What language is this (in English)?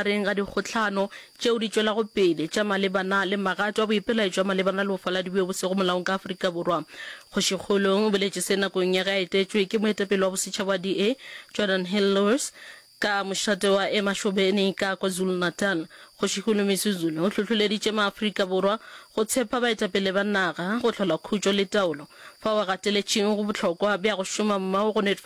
Northern Sotho